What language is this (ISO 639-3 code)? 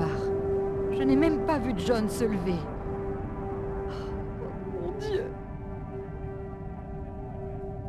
fra